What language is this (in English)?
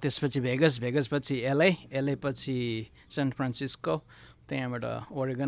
Nepali